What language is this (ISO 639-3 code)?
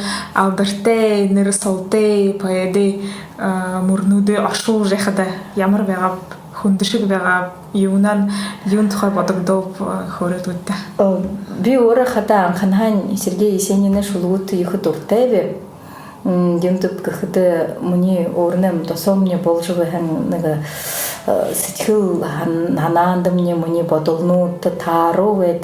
bua